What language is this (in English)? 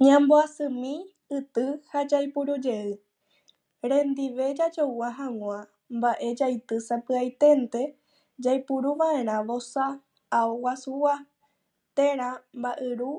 Guarani